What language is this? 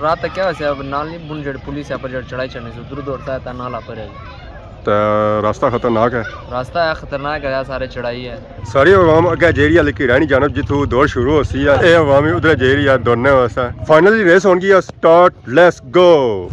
Pahari-Potwari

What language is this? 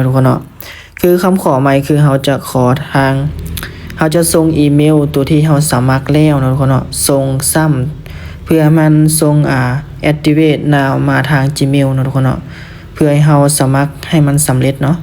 Lao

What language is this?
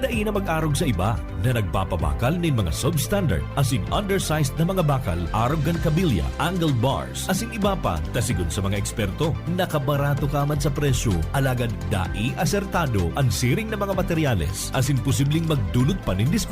Bikol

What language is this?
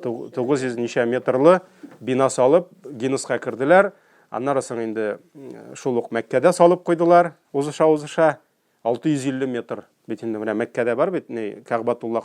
Tatar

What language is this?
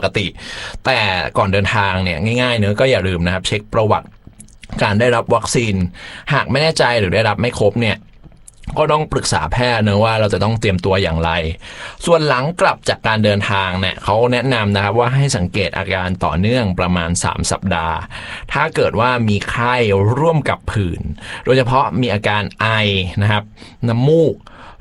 Thai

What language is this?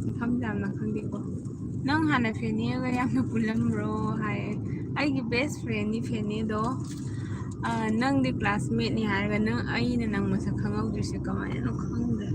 Manipuri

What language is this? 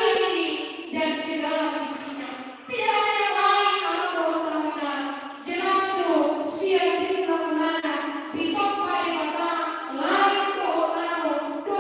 Batak Toba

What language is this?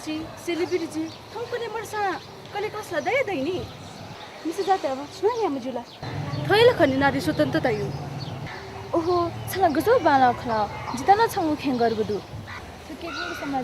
Newari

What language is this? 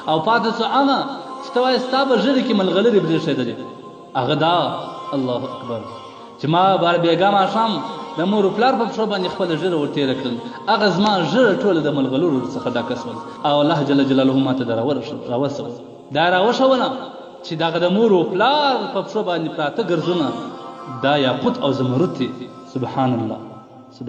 Pashto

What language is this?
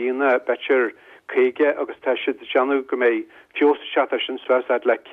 Irish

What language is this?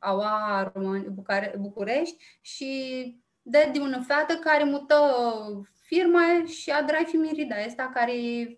Aromanian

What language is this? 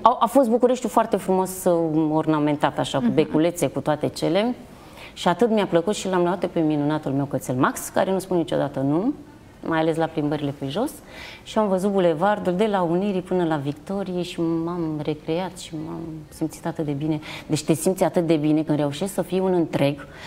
Romanian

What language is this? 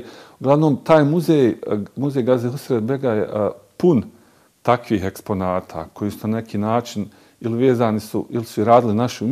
Bosnian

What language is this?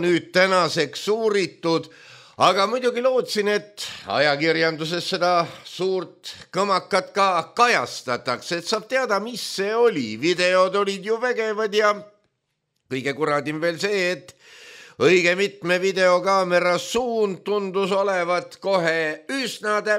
Estonian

